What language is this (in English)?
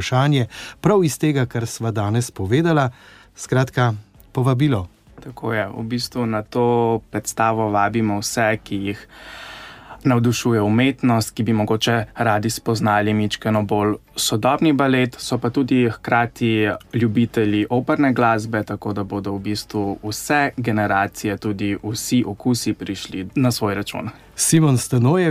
Slovenian